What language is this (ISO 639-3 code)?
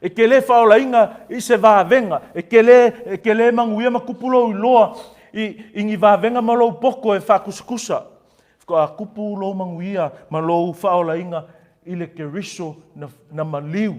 smo